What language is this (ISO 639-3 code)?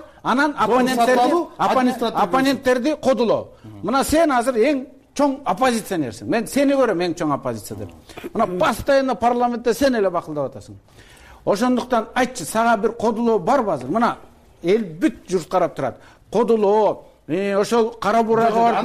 kir